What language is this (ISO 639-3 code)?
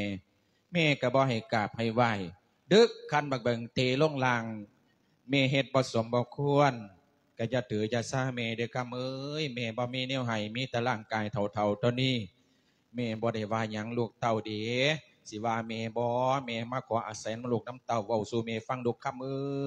lao